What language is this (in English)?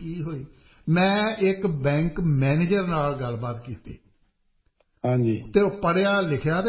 Punjabi